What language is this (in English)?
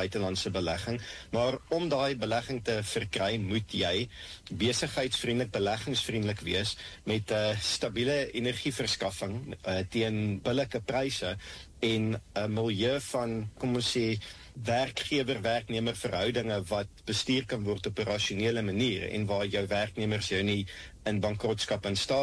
Afrikaans